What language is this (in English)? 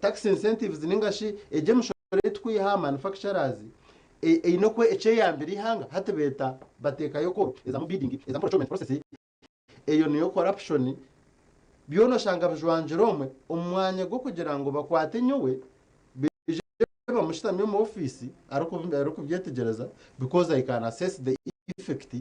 Nyankole